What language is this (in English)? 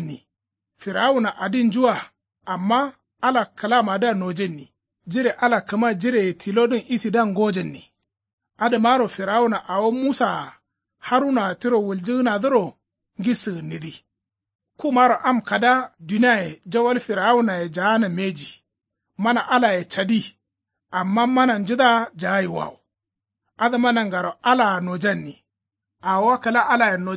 Kanuri